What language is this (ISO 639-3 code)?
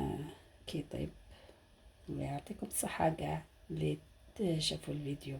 arq